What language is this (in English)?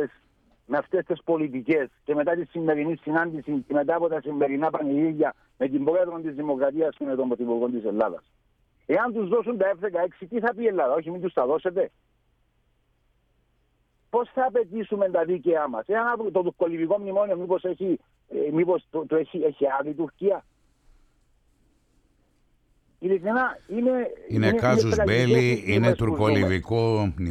Greek